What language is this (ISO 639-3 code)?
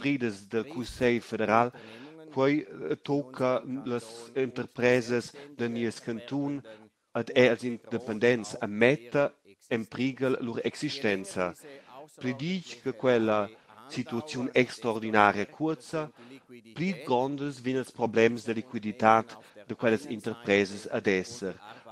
roh